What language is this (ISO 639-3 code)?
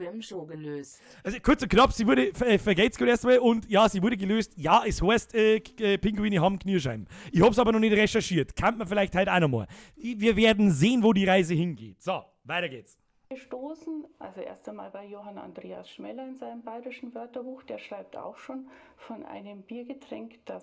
bar